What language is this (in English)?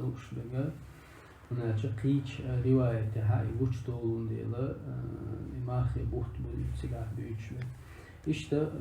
Chechen